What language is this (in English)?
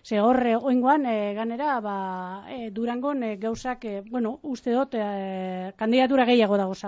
Basque